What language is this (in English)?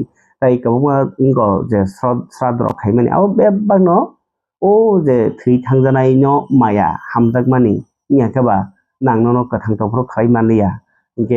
Kok Borok